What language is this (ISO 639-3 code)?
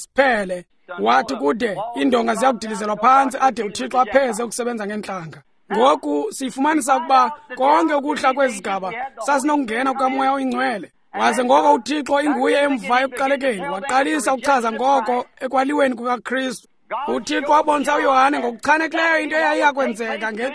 xho